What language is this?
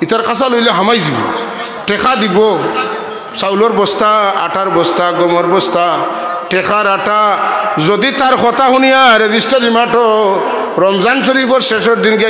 Sylheti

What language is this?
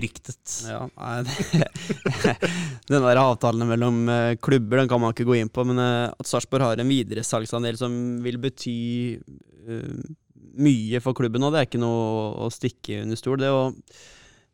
Norwegian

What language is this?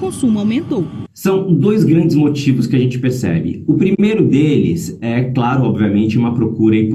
Portuguese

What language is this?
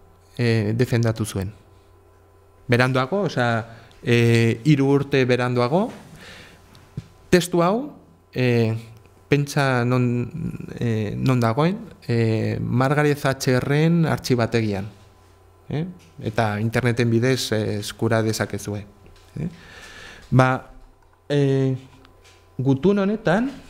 Basque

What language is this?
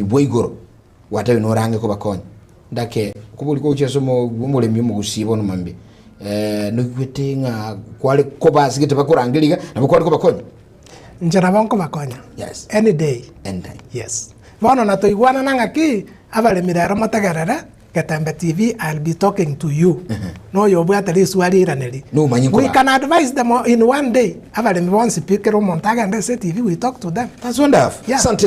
Gusii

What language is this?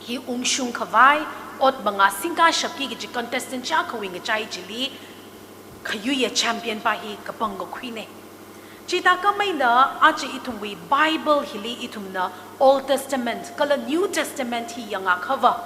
Tangkhul Naga (India)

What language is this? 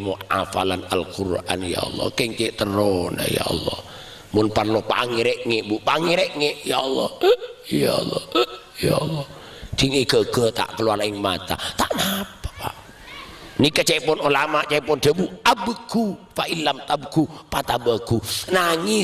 Madurese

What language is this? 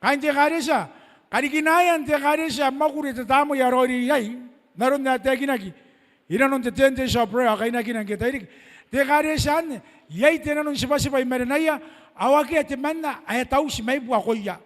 Gilbertese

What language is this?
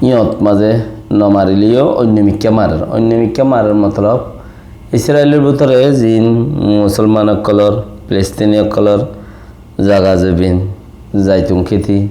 Rohingya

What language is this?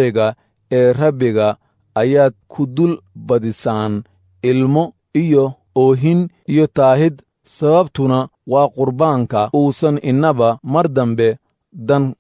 Somali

